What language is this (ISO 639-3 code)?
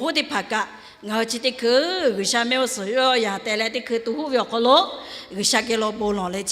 lhu